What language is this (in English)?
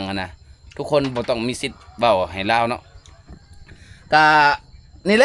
Lao